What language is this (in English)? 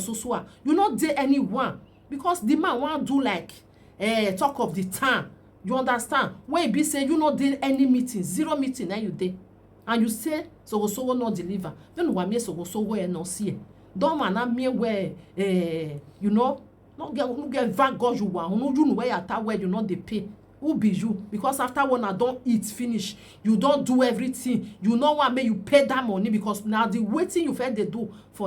Nigerian Pidgin